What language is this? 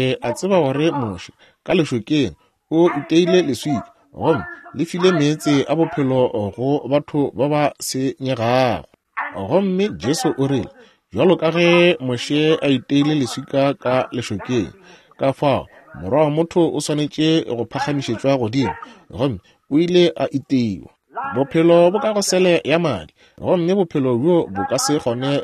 Northern Sotho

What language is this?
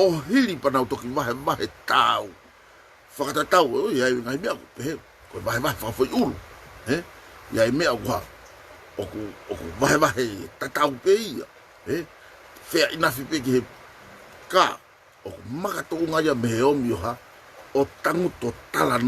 Tongan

